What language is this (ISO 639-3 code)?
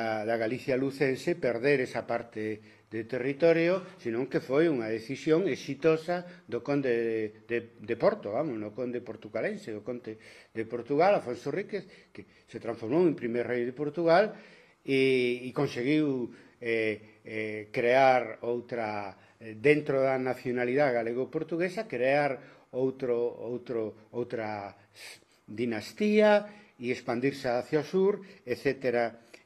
glg